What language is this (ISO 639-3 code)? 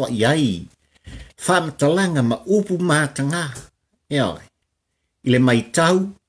smo